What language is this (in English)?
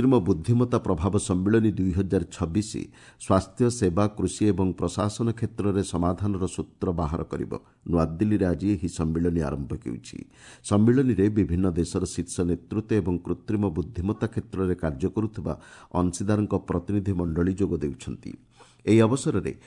Odia